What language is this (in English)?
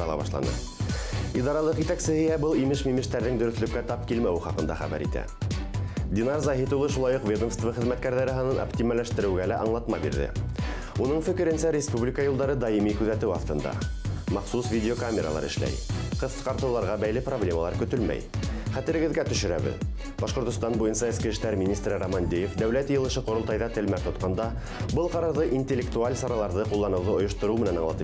Bashkir